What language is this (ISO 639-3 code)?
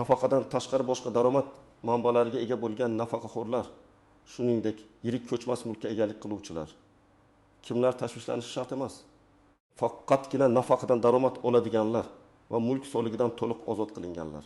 uzb